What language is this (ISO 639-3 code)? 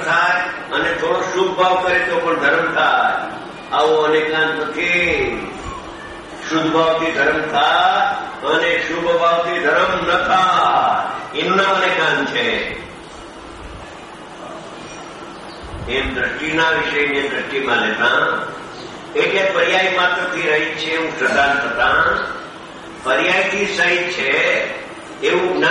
guj